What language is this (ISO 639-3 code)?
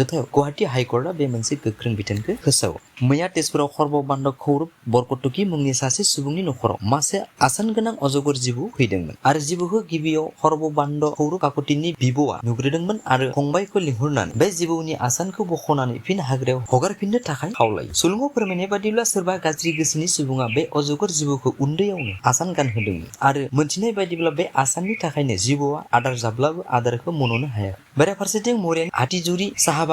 brx